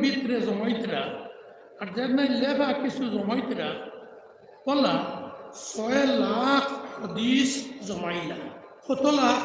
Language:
Sylheti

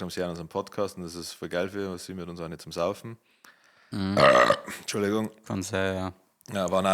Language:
Bavarian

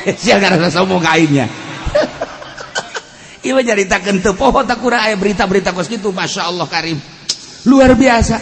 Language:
Sundanese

